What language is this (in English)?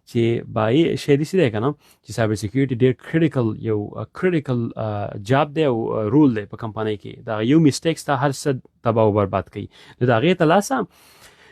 Pashto